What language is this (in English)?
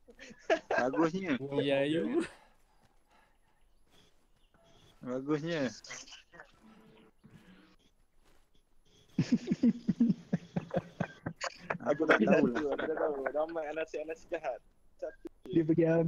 Malay